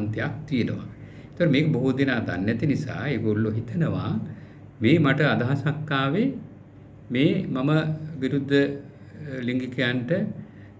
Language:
Sinhala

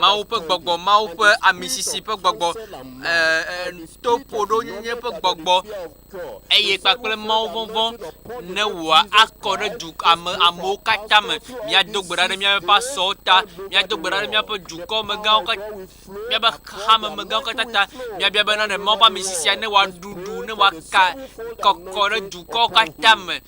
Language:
Ewe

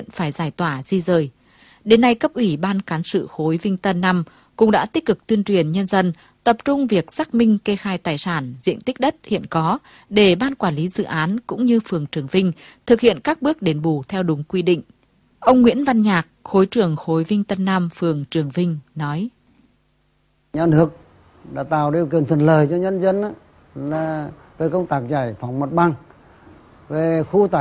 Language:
Vietnamese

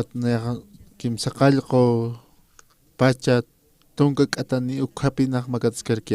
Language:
Aymara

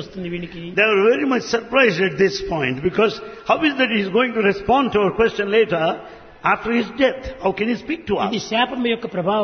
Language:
Telugu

